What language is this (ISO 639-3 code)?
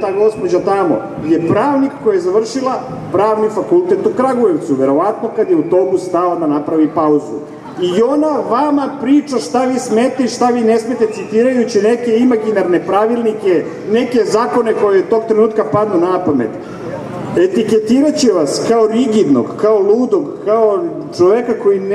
srp